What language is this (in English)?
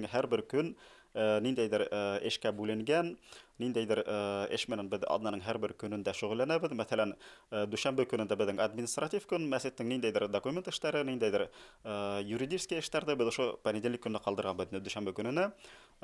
Bashkir